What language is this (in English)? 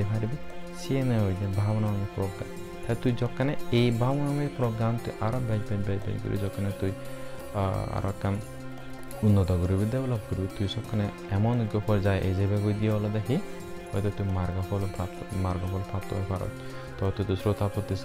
Chakma